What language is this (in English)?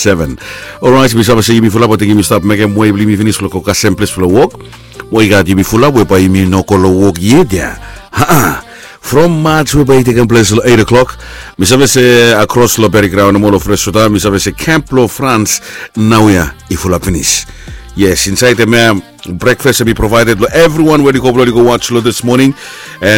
Bislama